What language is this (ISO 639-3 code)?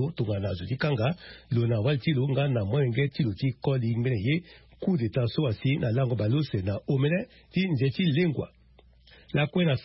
sag